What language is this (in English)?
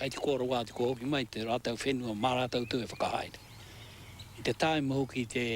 Māori